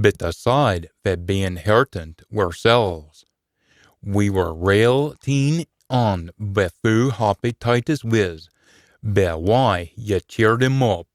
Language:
Scots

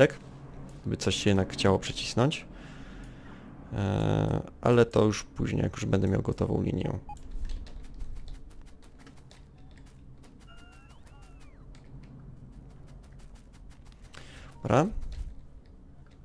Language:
Polish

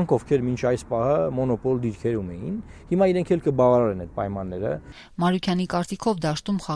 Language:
Armenian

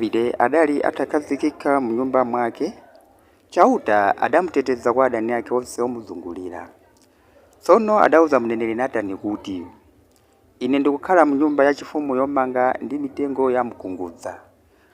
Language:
Nyanja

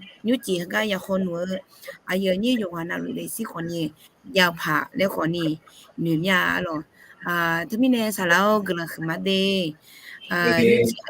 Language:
Akha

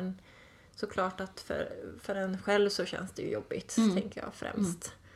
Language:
Swedish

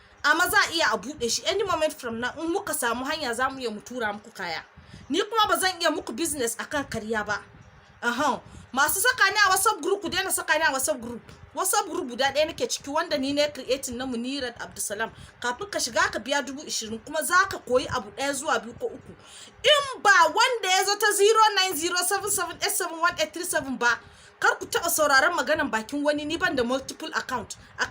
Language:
Hausa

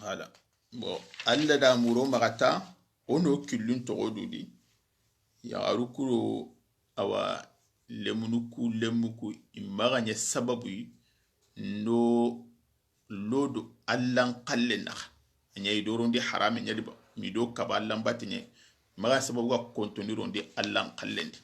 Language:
Soninke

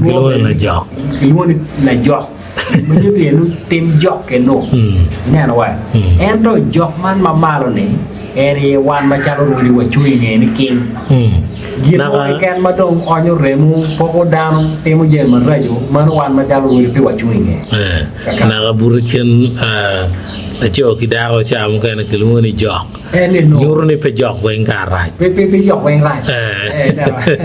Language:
Acoli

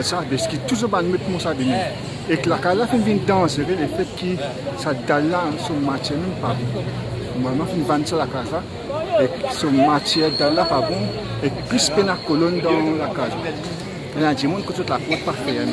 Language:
Morisyen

